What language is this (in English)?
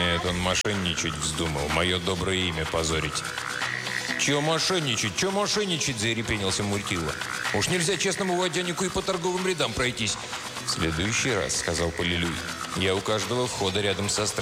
Russian